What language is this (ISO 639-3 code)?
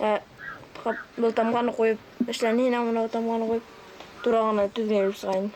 bak